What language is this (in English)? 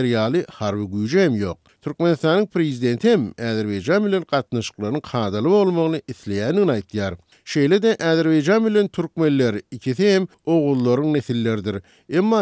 Turkmen